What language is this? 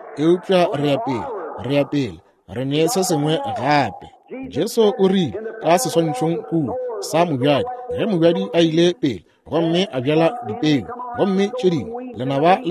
Northern Sotho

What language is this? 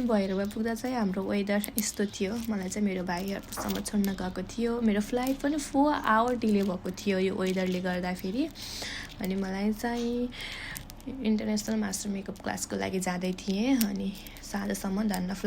Nepali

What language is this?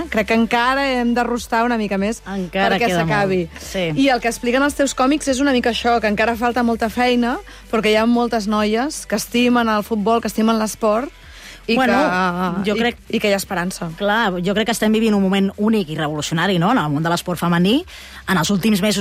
Catalan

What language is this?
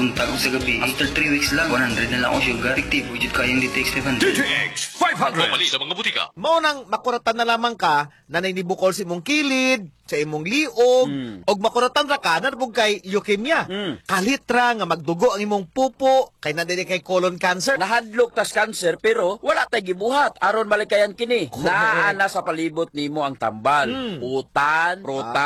Cebuano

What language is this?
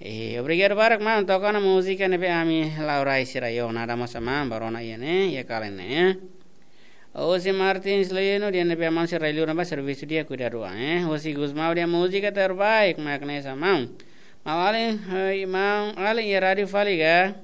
Tetum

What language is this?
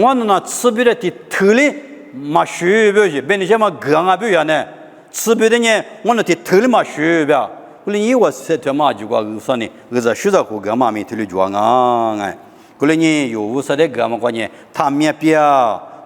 Lisu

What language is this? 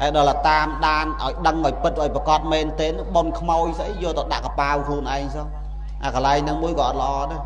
Khmer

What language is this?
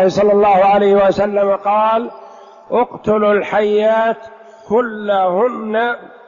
Arabic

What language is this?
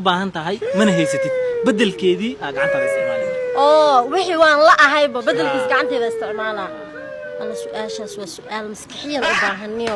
Somali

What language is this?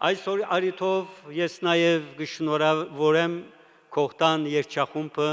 Western Armenian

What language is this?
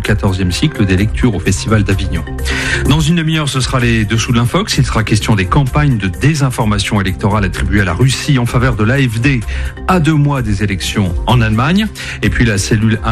French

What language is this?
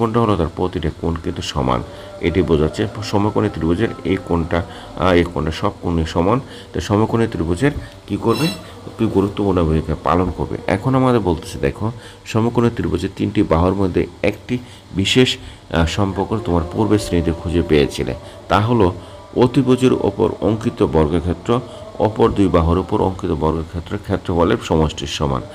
Bangla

